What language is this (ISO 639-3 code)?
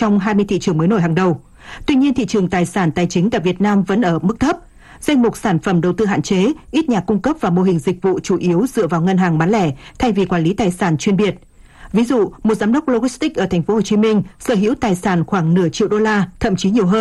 vie